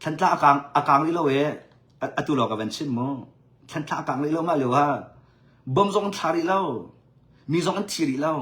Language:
Hakha Chin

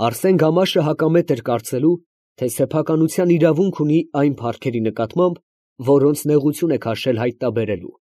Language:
Armenian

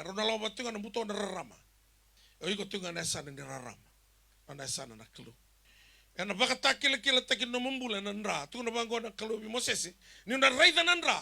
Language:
Fijian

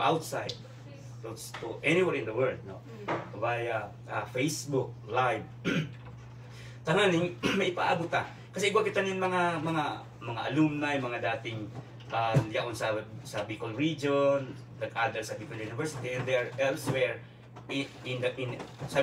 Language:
Bikol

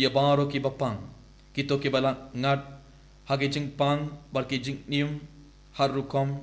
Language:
Khasi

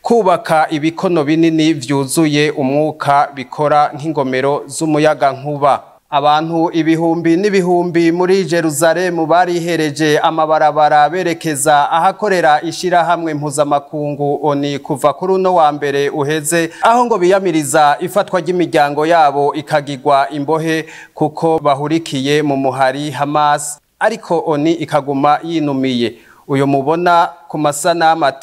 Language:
Rundi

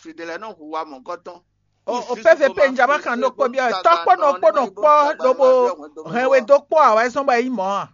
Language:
Fon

